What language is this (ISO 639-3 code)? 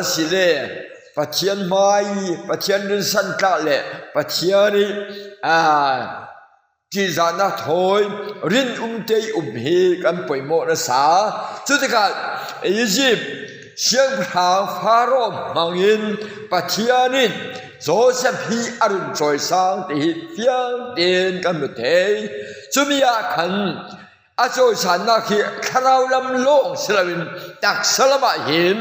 cfm